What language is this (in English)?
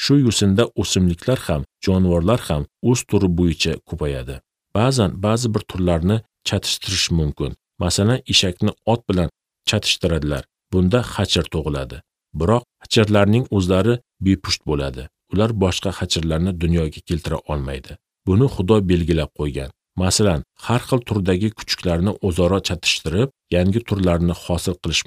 Uzbek